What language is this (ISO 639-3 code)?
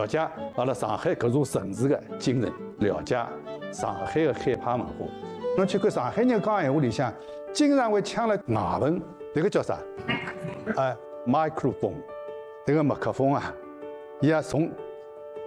zho